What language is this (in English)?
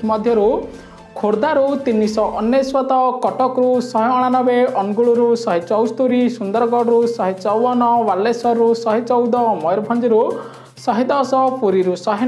Odia